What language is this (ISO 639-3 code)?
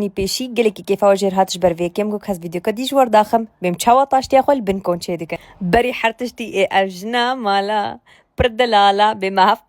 kur